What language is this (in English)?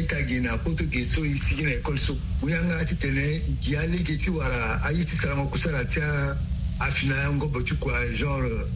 Sango